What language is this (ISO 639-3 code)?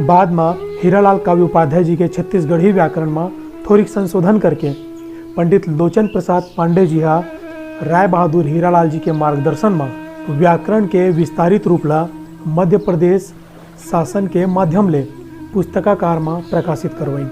hne